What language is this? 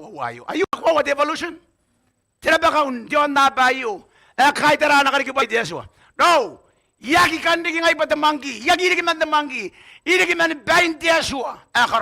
Gilbertese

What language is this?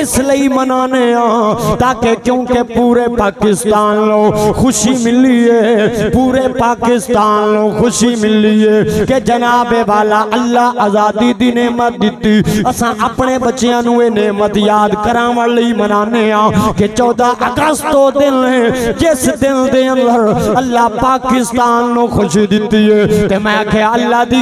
Saraiki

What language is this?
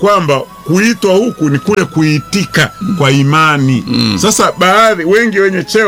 Swahili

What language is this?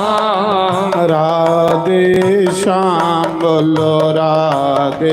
Dogri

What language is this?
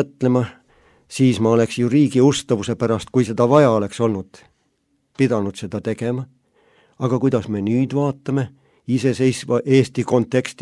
Estonian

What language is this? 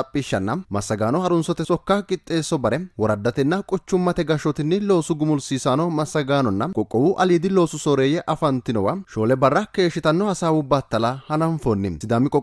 Sidamo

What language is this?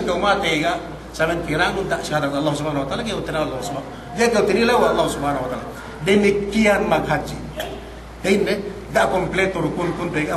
Yakan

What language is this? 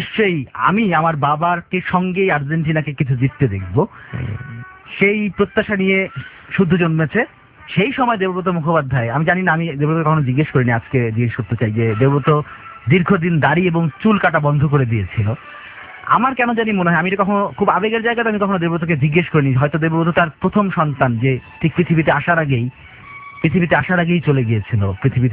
Bangla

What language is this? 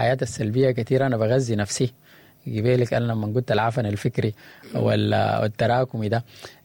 Sudanese Arabic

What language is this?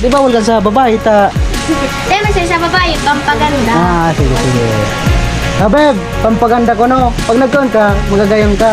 Bikol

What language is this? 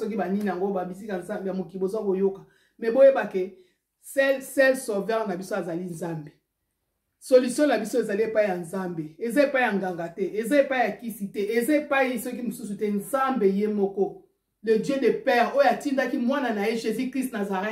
Lingala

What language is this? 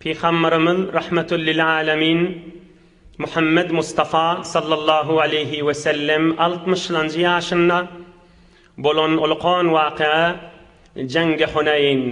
Turkmen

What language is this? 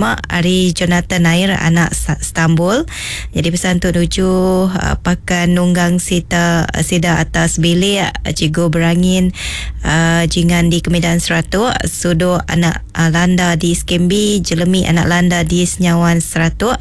Iban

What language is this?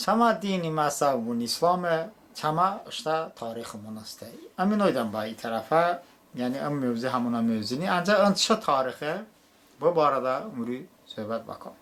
Talysh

